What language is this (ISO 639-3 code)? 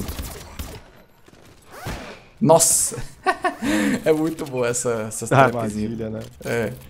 por